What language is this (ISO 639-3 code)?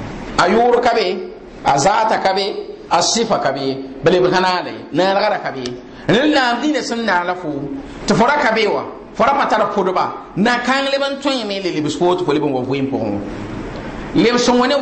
mos